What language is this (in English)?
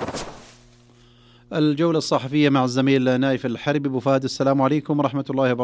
Arabic